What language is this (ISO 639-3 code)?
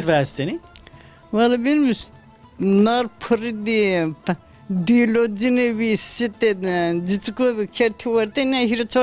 zza